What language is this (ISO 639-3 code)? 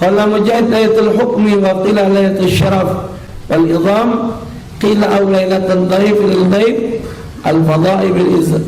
mui